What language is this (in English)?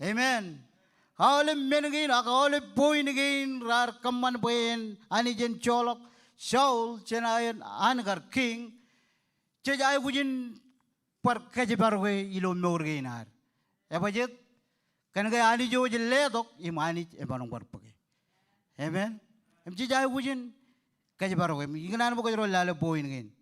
Marshallese